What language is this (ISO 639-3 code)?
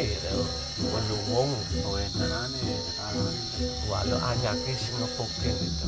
ban